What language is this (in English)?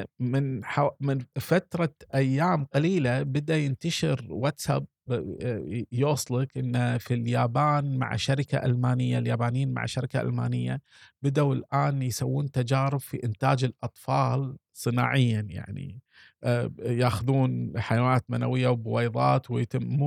Gulf Arabic